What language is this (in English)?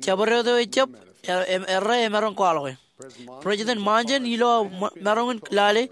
Marshallese